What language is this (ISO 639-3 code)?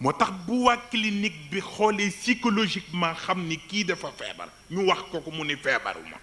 wol